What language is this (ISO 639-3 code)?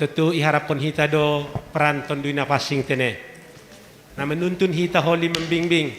bts